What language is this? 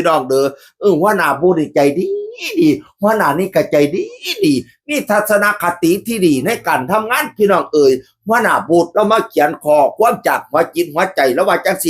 Northeastern Thai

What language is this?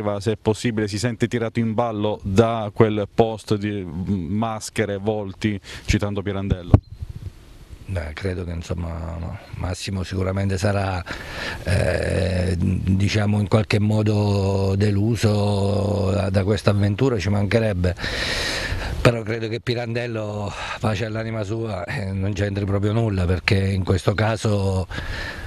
Italian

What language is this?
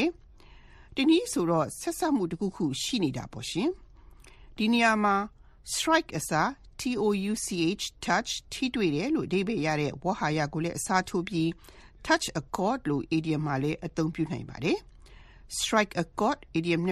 Burmese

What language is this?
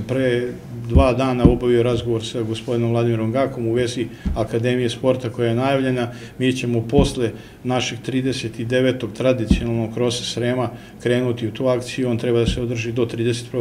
Serbian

